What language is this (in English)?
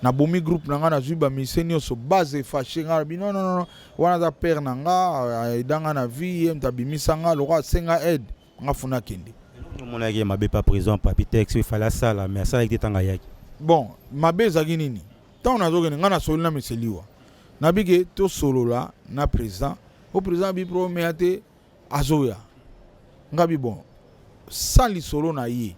Lingala